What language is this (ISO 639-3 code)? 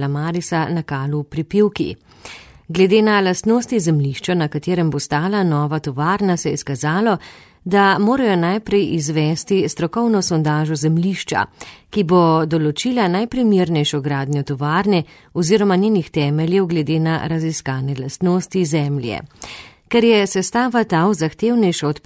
slv